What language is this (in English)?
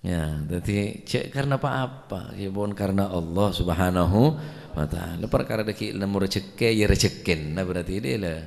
Madurese